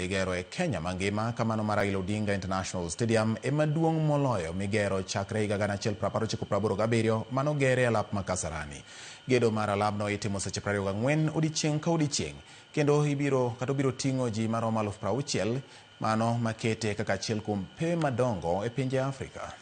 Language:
Luo (Kenya and Tanzania)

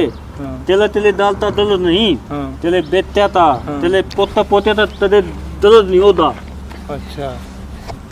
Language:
Haryanvi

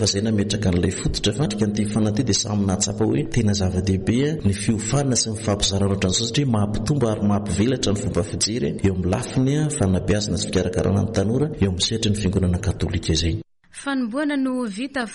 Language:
Malagasy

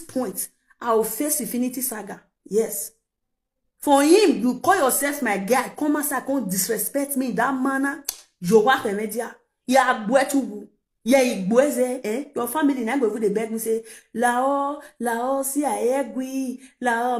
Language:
Nigerian Pidgin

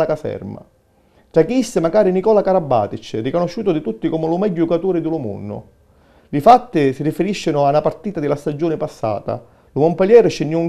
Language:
Sicilian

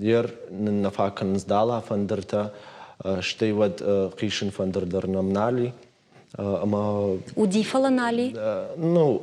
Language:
Ossetic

